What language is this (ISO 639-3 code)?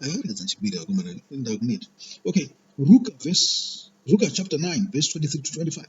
sna